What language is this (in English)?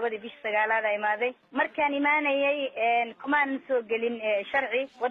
Somali